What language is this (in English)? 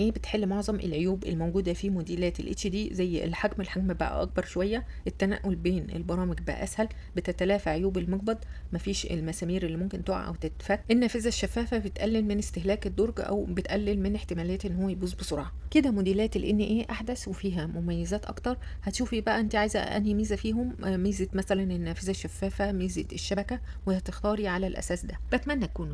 Egyptian Arabic